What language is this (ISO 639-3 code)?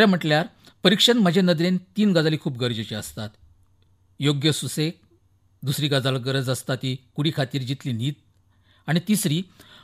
kok